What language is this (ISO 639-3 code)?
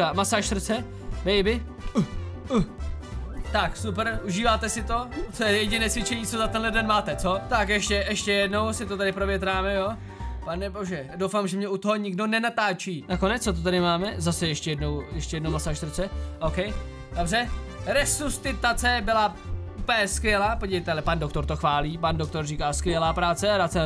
ces